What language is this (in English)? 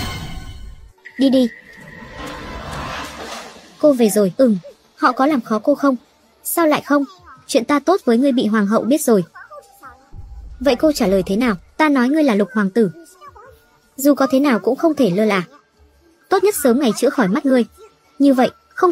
Vietnamese